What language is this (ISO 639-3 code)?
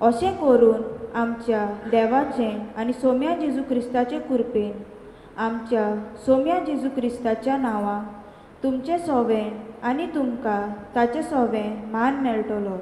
kok